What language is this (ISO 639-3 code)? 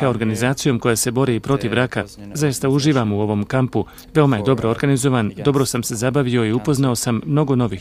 bos